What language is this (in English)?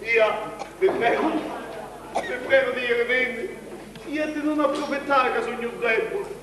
Sicilian